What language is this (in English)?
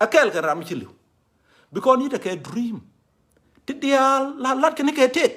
Nuer